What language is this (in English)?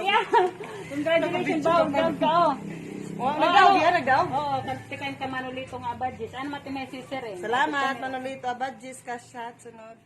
Waray